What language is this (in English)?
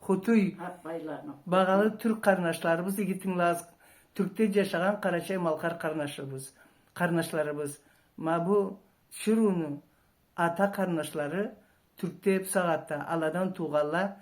Karachay-Balkar